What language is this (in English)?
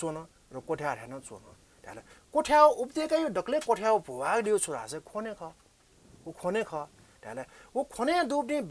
Newari